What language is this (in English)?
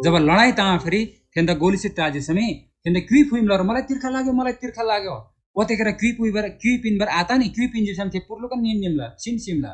Eastern Tamang